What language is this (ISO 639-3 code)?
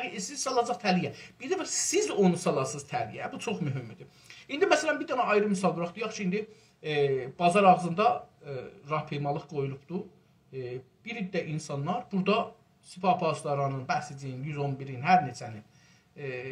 azb